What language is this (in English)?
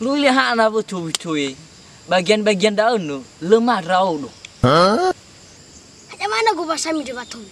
Nias